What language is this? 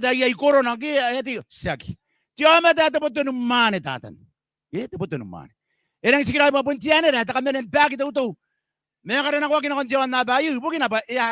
Gilbertese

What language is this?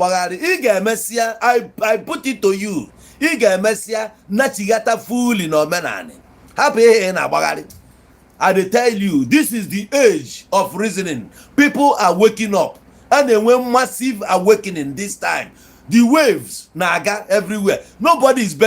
Igbo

